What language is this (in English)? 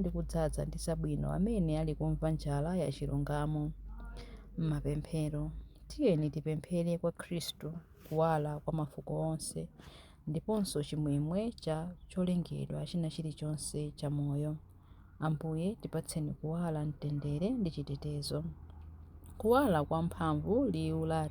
Nyanja